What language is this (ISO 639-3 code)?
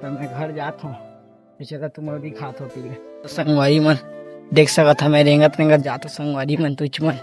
hne